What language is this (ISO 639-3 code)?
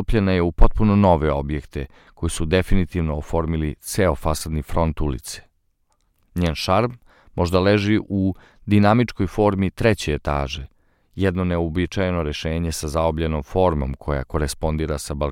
srp